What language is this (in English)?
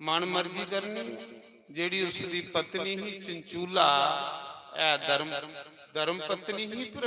Dogri